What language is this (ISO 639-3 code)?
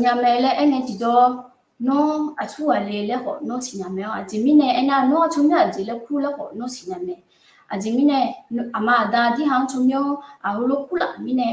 ahk